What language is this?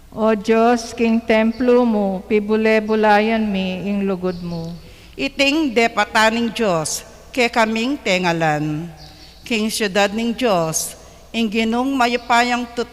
Pampanga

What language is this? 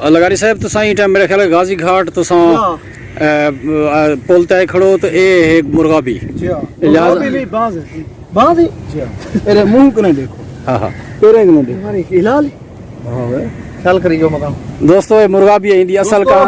Saraiki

